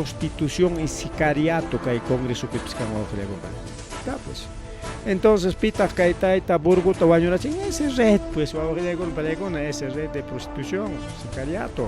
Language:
Ayacucho Quechua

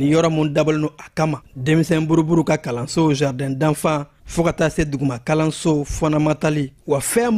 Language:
Bambara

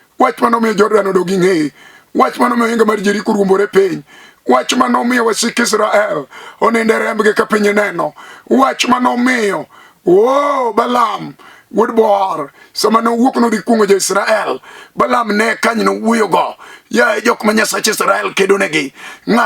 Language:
Luo (Kenya and Tanzania)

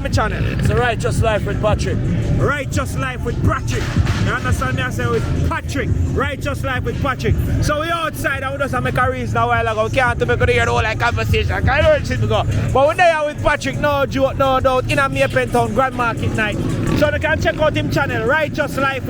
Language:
Jamaican Creole English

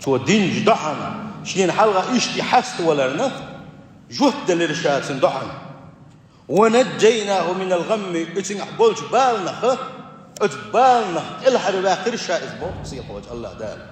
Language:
Chechen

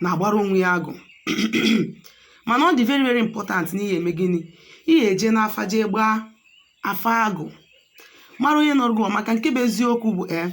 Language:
Igbo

